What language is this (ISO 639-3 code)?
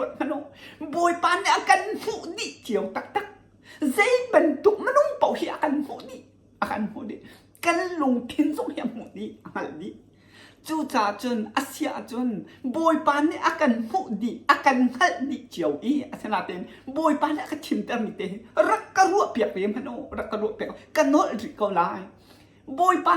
cnh